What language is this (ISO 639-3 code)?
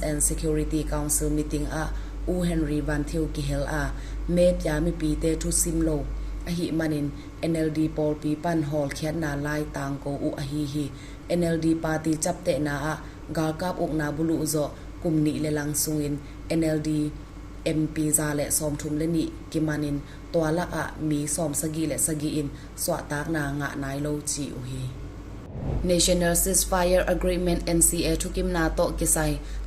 ctd